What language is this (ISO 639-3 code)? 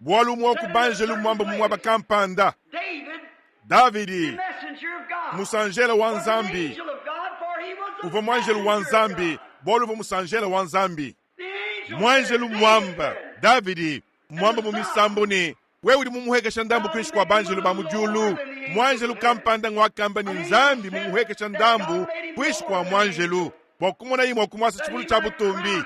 lua